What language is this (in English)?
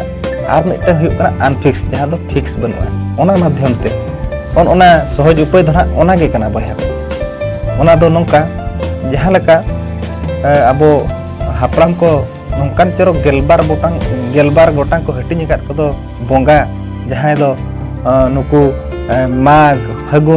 Santali